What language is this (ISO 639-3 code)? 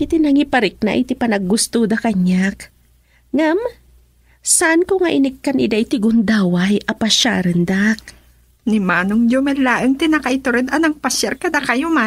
ilo